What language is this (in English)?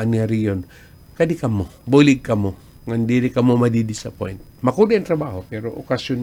Waray